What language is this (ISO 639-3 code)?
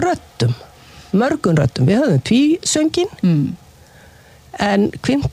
isl